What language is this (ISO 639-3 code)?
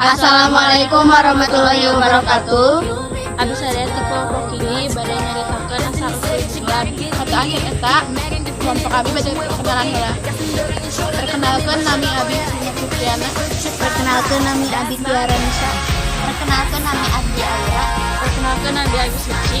sun